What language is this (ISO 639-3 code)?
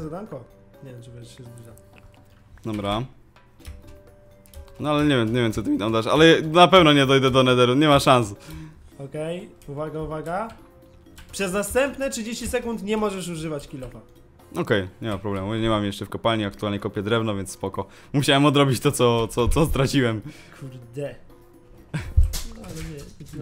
pol